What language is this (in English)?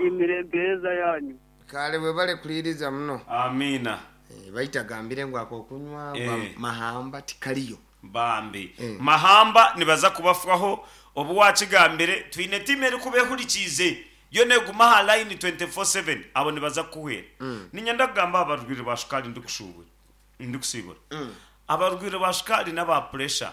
Nyankole